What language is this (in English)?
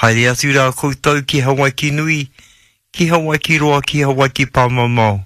Māori